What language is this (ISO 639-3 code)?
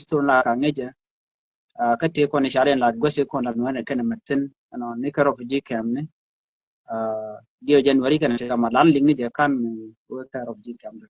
nus